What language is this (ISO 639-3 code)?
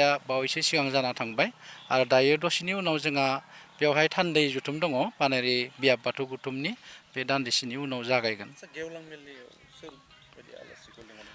brx